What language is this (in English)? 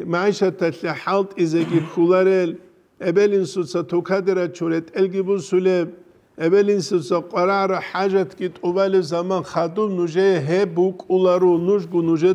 Avaric